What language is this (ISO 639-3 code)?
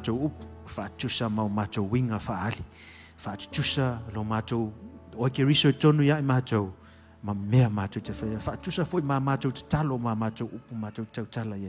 smo